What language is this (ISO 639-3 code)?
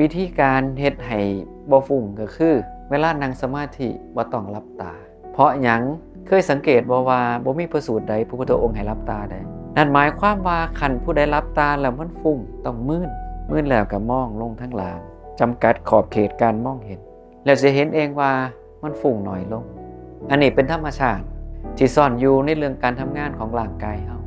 tts